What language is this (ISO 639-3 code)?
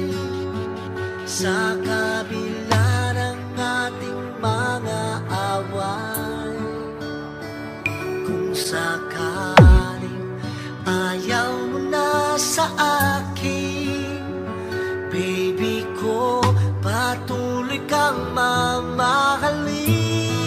fil